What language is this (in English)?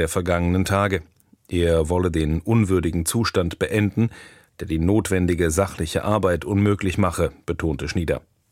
German